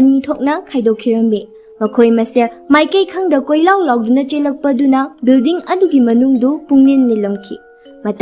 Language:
Manipuri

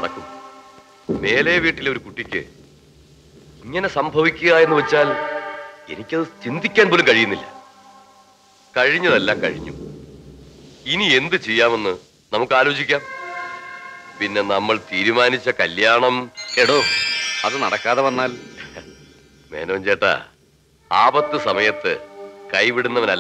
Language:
Malayalam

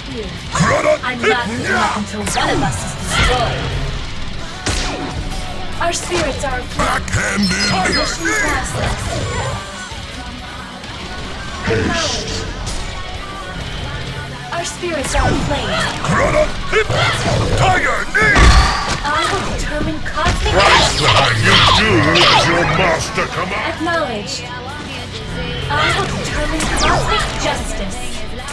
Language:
English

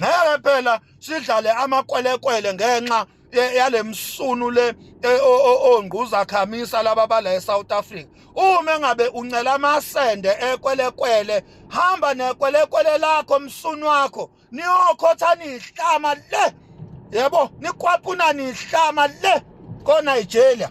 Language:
Zulu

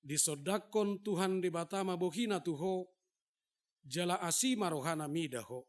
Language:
Batak Toba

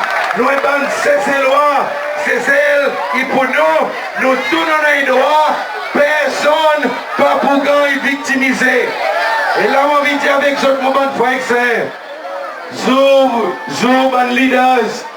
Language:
Seselwa Creole French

